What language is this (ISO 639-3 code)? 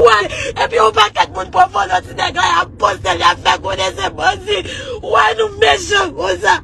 hat